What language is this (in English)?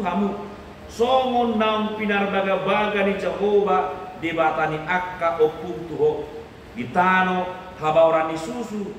Batak Toba